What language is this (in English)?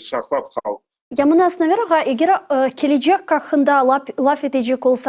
Crimean Tatar